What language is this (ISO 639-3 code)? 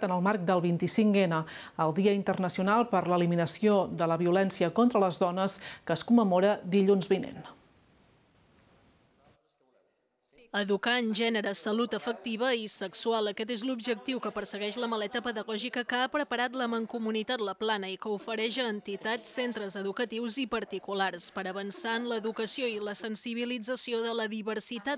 cat